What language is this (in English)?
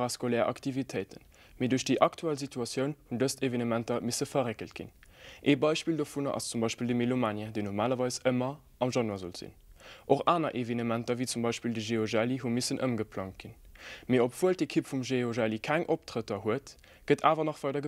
Luxembourgish